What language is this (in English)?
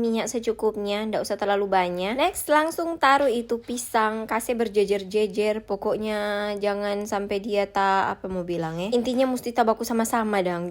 Manado Malay